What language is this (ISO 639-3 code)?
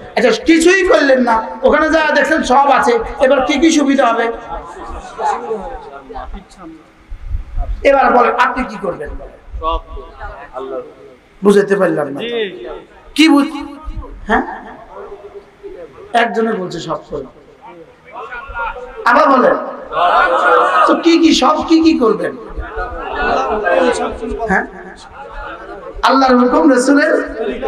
ben